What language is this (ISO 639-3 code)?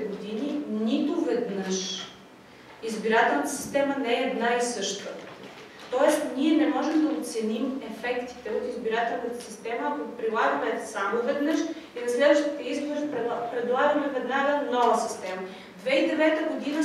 bul